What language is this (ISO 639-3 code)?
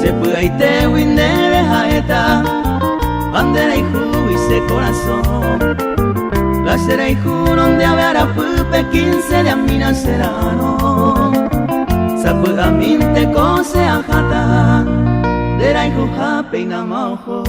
grn